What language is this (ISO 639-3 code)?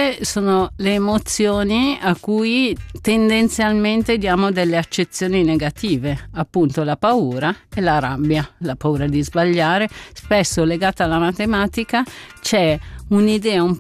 ita